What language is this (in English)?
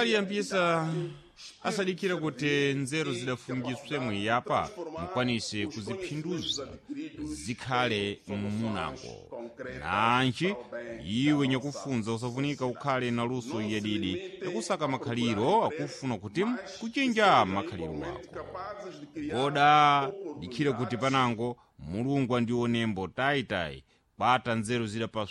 Sena